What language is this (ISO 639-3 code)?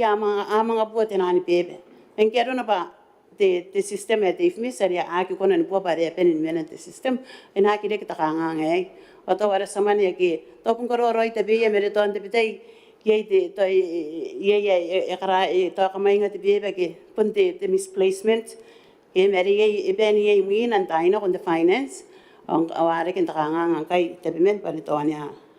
gil